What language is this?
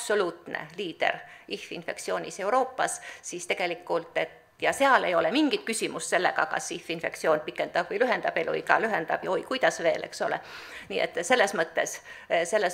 Estonian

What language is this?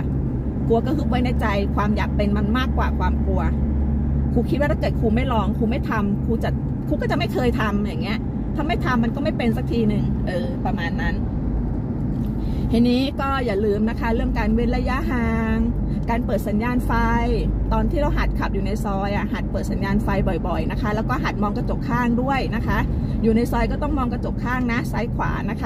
Thai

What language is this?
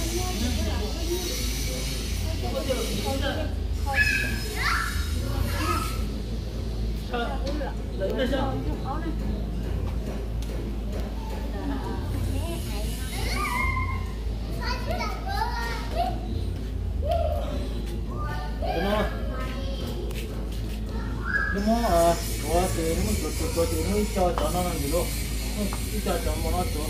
Vietnamese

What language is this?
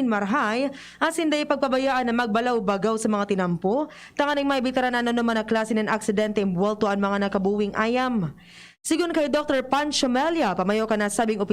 Bikol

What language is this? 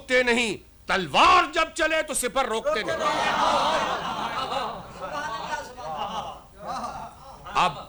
Urdu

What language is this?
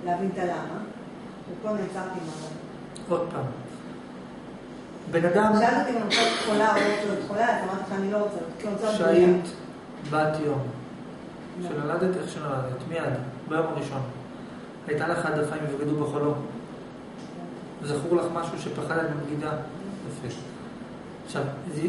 Hebrew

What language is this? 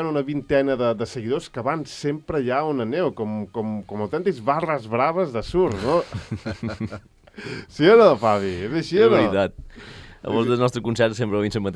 Catalan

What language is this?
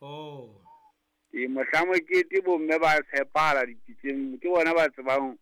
Southern Sotho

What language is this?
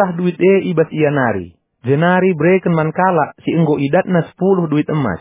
Batak Karo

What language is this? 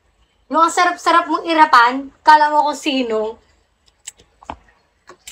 Filipino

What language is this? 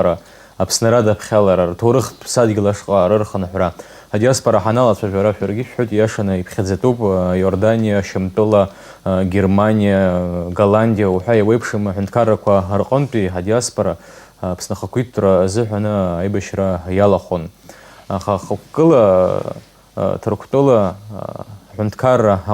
Abkhazian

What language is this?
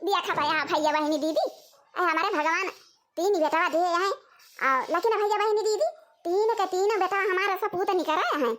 Awadhi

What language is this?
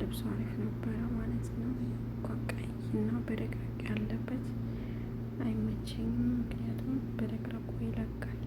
Amharic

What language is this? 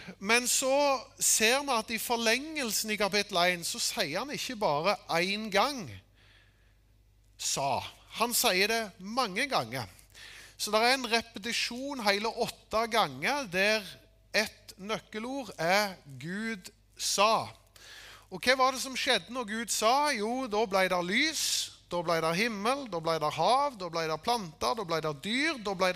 Norwegian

